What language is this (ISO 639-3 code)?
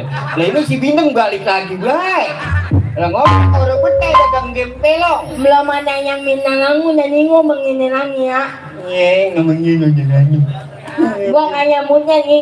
bew